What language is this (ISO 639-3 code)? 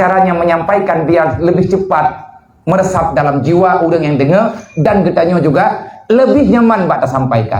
ace